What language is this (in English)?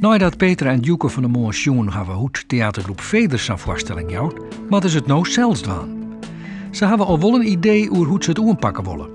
Western Frisian